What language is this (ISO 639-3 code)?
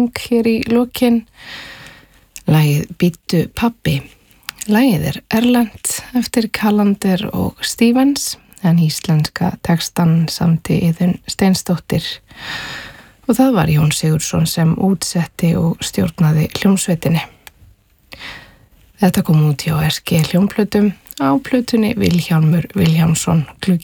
isl